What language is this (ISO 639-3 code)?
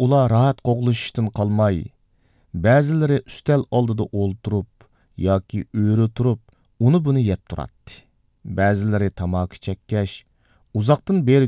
uig